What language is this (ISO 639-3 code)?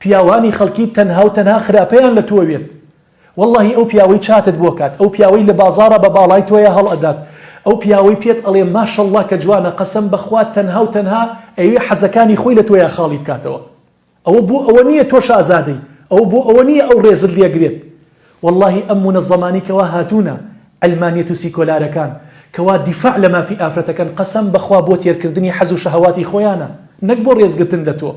ckb